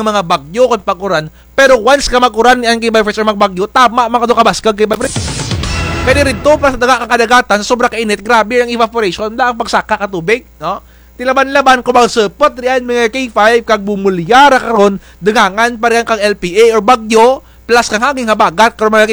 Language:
Kinaray-a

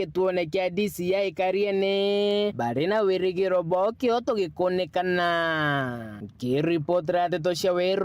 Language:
Meru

